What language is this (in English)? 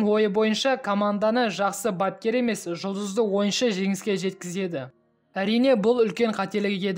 Kazakh